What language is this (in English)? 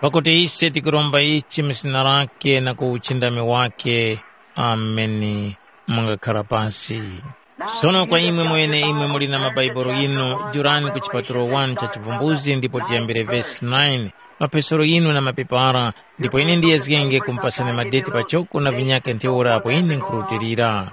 Tumbuka